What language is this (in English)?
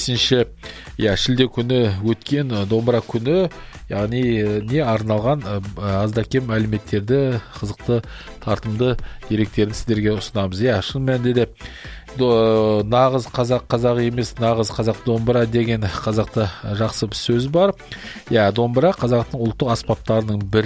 Kazakh